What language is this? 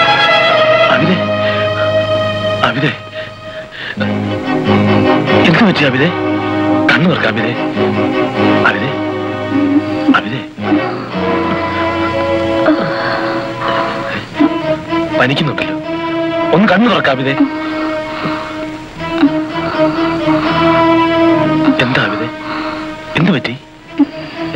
Malayalam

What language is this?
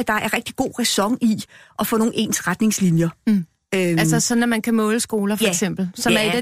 Danish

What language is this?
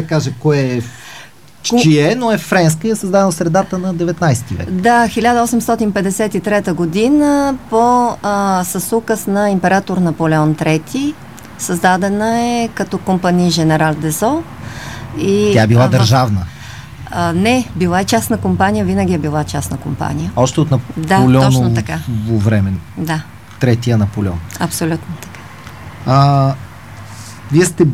Bulgarian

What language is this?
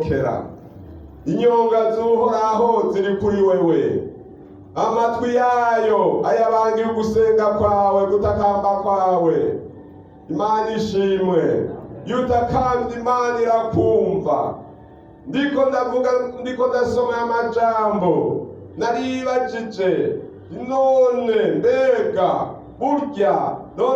Rundi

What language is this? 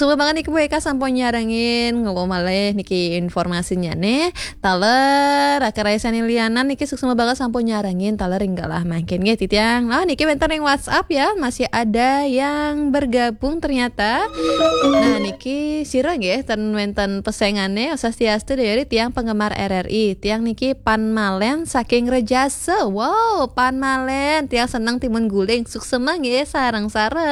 Balinese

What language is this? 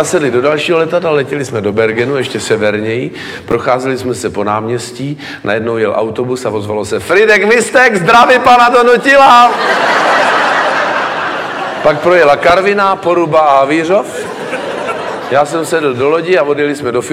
Czech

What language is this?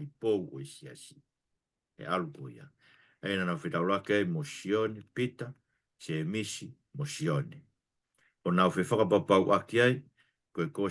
Tongan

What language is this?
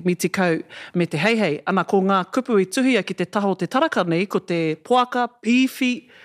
Māori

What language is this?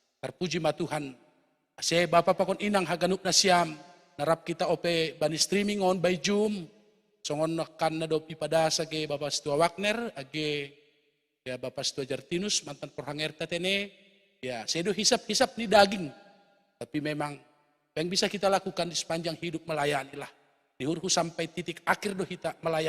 Batak Simalungun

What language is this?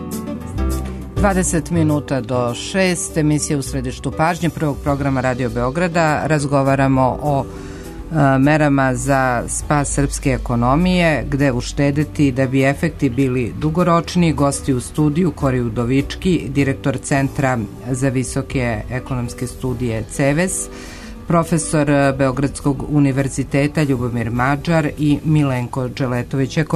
Serbian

